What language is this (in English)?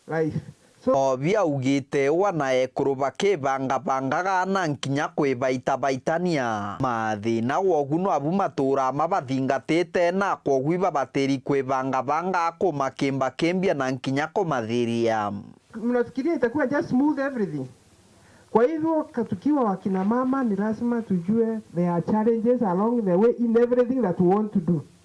Meru